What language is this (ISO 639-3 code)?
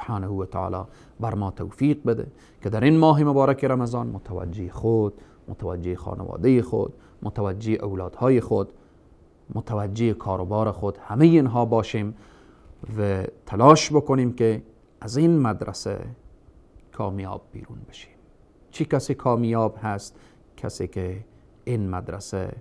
fas